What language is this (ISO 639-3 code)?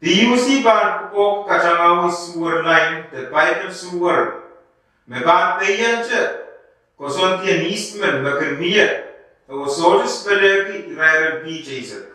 pon